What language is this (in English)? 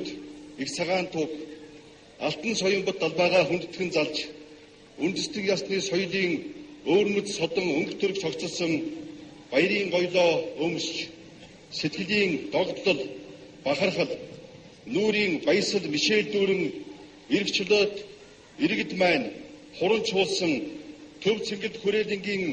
Mongolian